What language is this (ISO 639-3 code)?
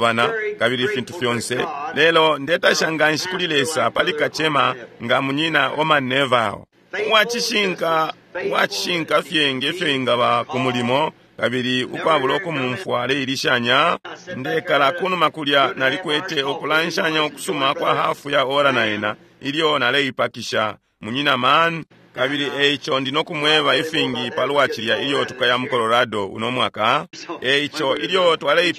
bem